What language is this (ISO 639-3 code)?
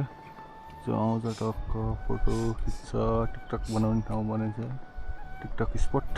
nep